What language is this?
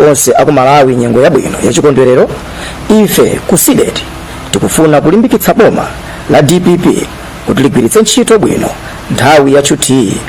Nyanja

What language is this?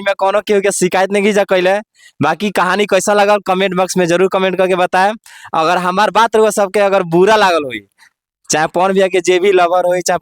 Bhojpuri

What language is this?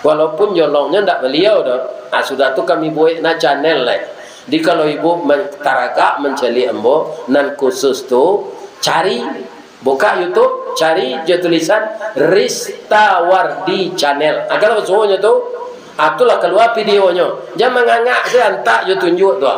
Minangkabau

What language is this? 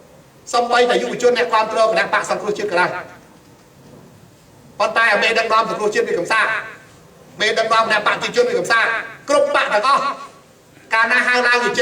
Khmer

